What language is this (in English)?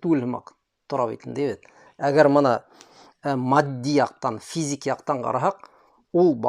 Bashkir